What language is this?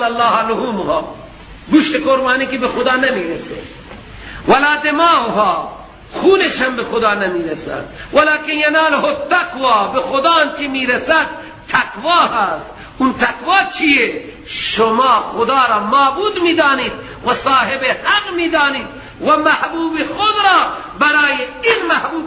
Persian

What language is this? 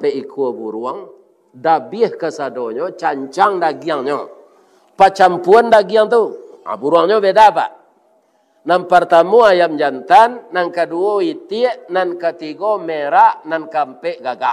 Minangkabau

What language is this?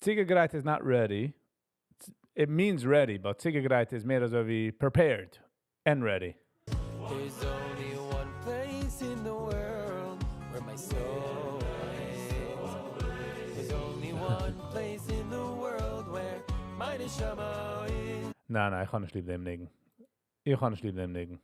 Yiddish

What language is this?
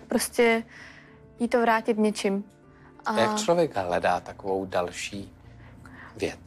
Czech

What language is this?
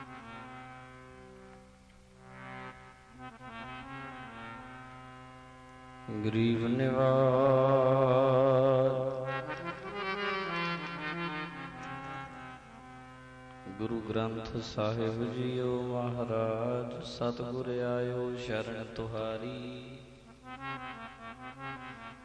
Punjabi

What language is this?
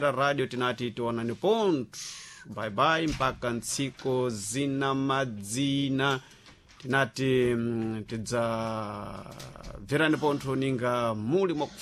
Sena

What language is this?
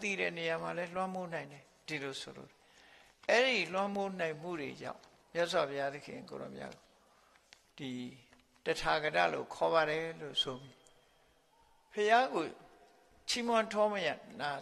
Burmese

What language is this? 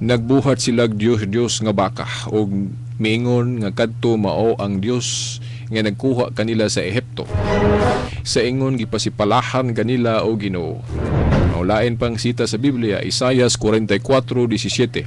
Cebuano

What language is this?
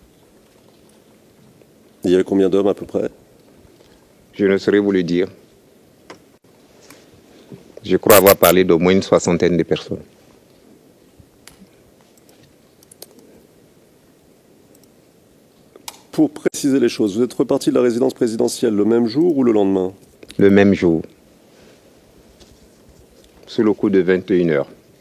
French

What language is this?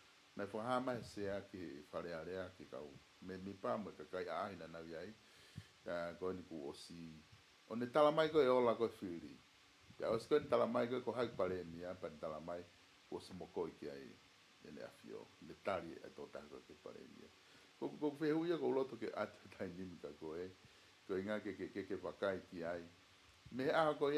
Tongan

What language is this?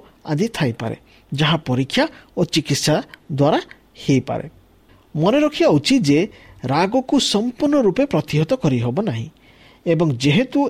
Odia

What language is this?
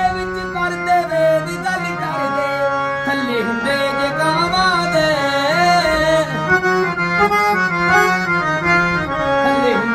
Punjabi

